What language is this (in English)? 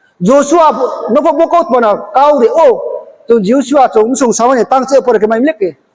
Riang (India)